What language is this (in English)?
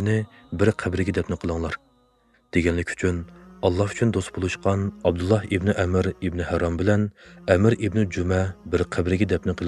Uyghur